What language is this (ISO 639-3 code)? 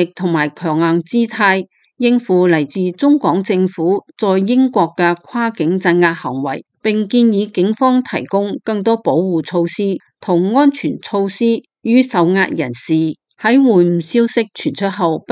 yue